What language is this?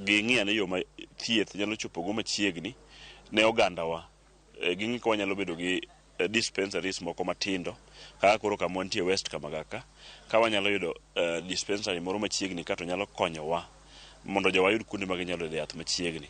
Luo (Kenya and Tanzania)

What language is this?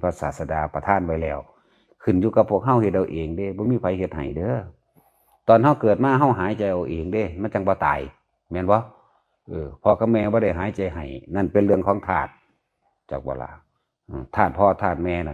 Lao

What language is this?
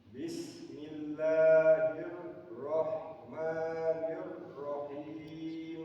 Ingush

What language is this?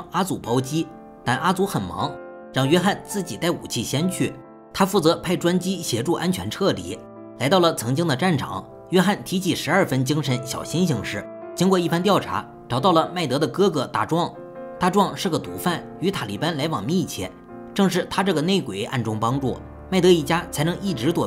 Chinese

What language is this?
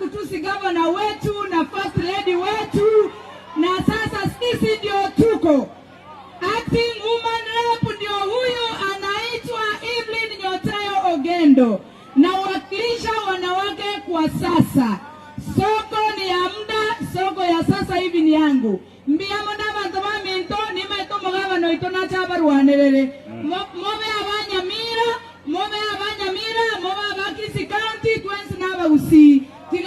Gusii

